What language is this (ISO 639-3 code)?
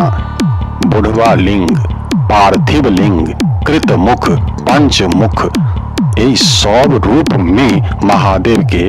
mai